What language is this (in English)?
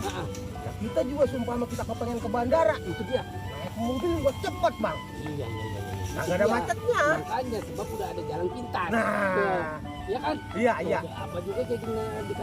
Betawi